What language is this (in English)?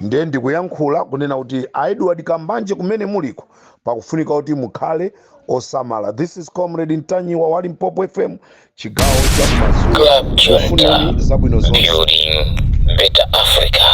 Nyanja